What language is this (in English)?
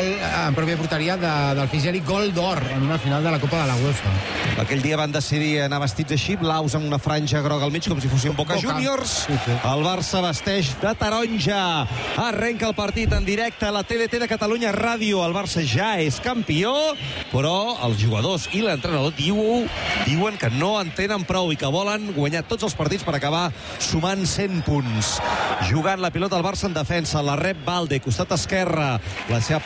Catalan